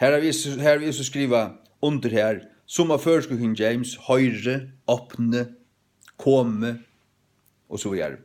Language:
Faroese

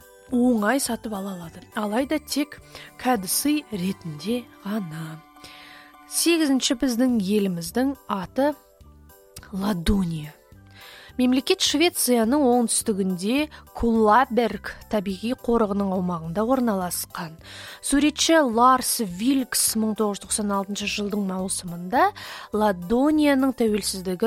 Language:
Kazakh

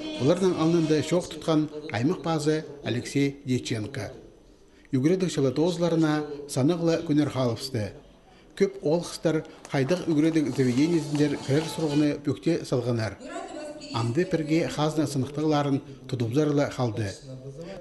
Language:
Khakas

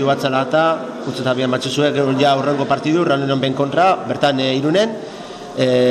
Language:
Basque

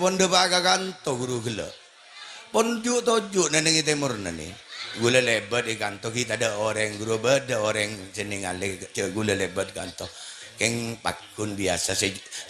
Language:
Madurese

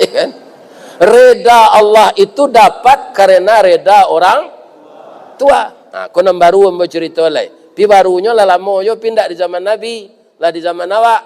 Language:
Minangkabau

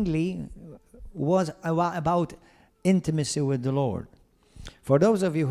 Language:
English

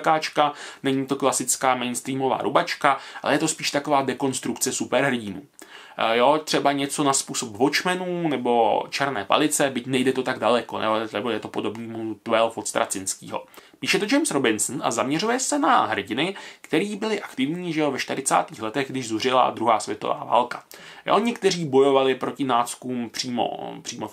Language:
Czech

